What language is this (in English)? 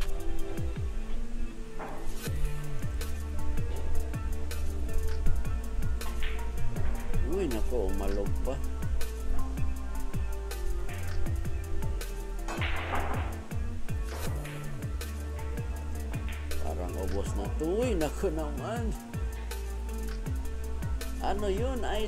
Filipino